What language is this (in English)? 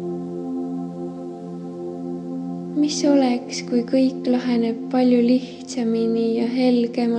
Estonian